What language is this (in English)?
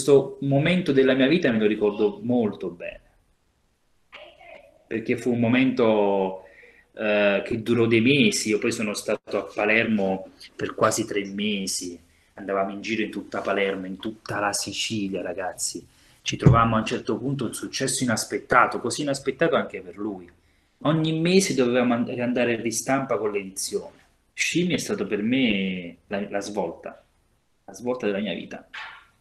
Italian